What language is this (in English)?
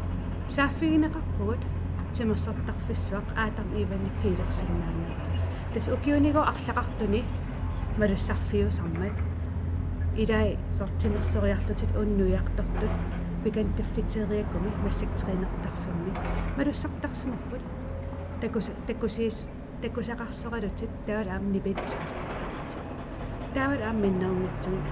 Kalaallisut